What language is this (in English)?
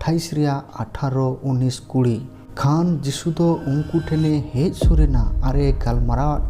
Santali